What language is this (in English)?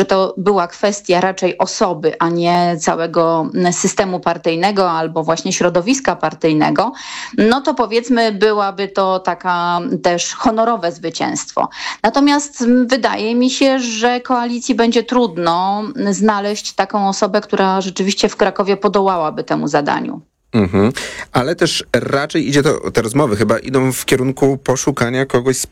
Polish